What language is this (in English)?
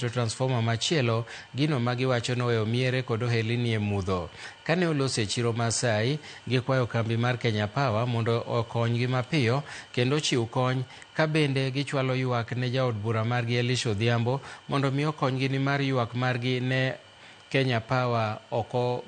Luo (Kenya and Tanzania)